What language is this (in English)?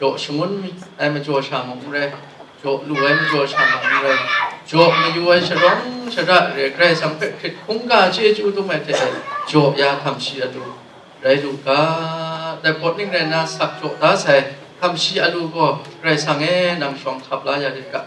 Kachin